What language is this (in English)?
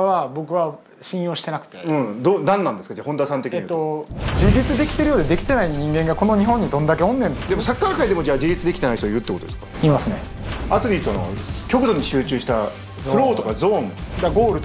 Japanese